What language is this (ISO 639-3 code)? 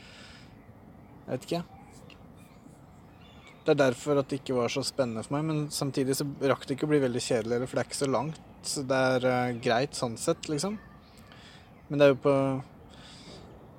nor